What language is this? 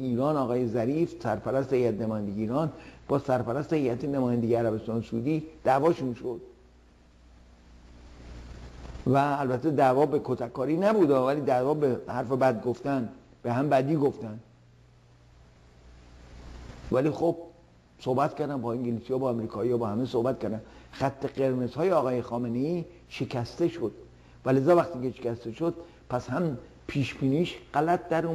Persian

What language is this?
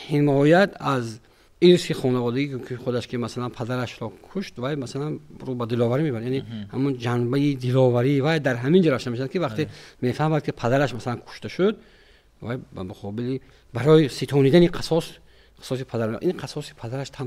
Tajik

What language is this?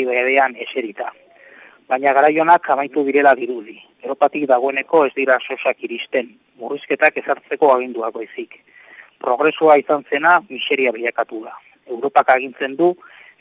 Basque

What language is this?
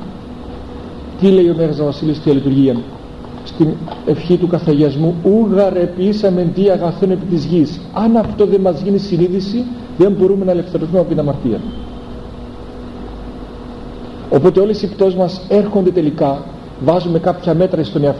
Greek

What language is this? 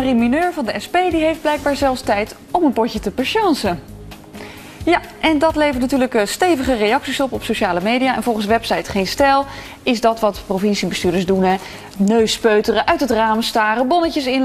Dutch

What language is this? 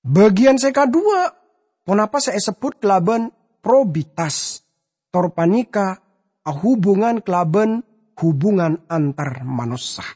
Madurese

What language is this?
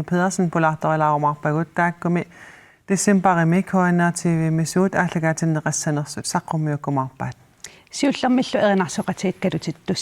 Kalaallisut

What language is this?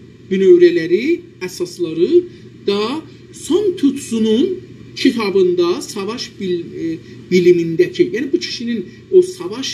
South Azerbaijani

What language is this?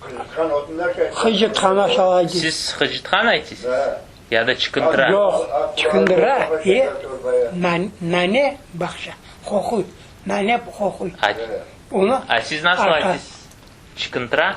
Crimean Tatar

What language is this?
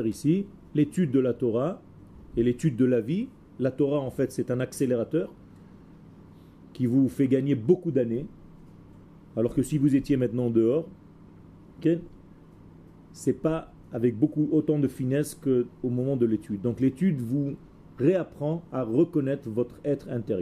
French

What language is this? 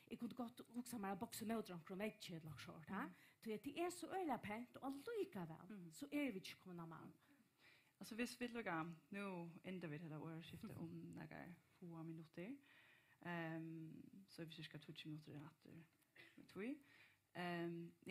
Faroese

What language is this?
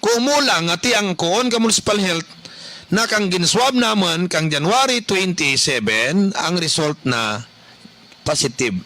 Kinaray-a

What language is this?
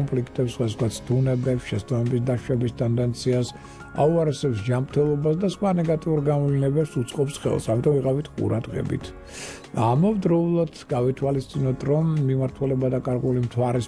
Georgian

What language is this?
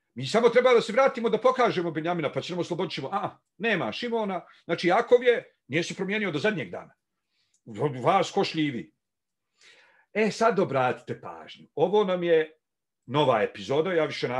Bosnian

